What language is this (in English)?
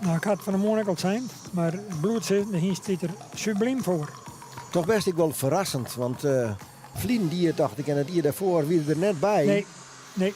Western Frisian